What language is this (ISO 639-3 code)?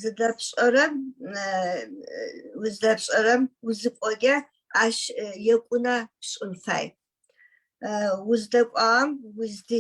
ady